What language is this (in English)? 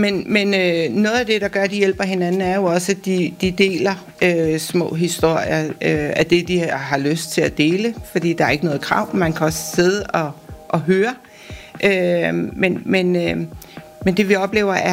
Danish